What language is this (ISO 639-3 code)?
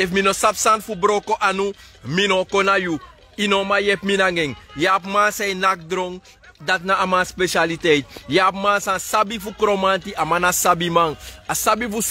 srn